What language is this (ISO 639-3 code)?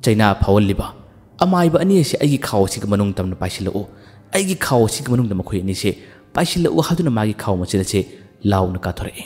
mni